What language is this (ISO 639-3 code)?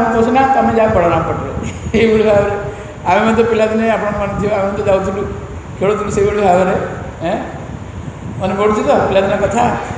ori